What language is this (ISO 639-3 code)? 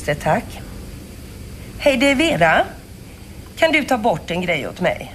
swe